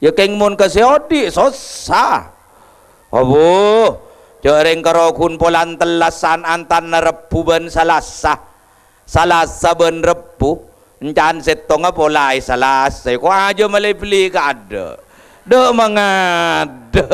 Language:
Madurese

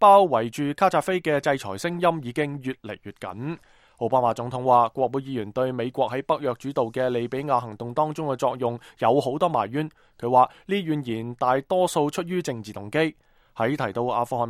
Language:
Cantonese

